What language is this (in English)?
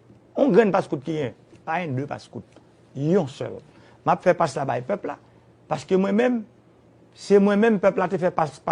Haitian Creole